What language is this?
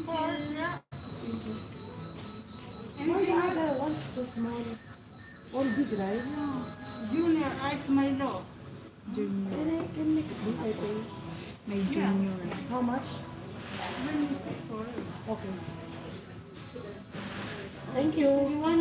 Filipino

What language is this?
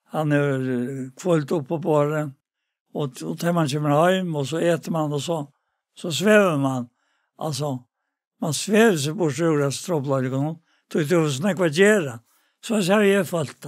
Faroese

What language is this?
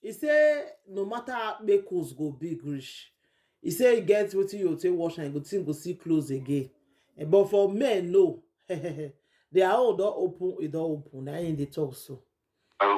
Nigerian Pidgin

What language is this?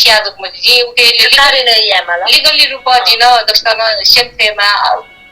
Newari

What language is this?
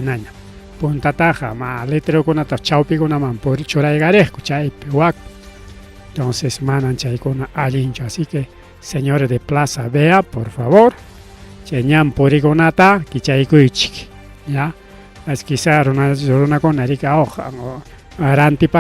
Ayacucho Quechua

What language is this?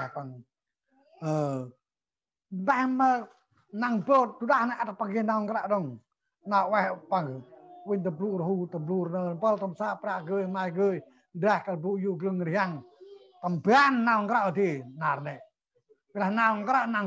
Central Mnong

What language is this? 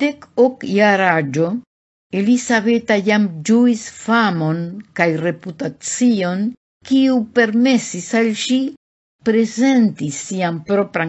Esperanto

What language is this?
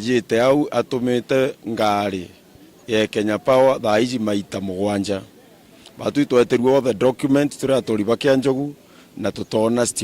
Meru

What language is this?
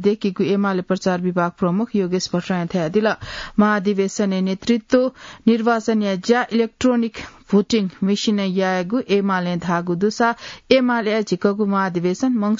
Newari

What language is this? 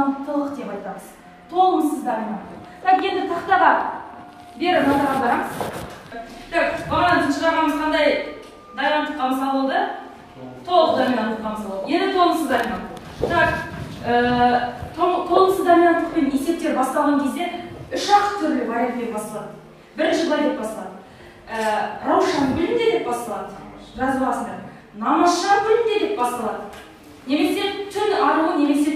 Kazakh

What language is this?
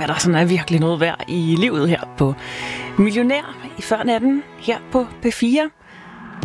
Danish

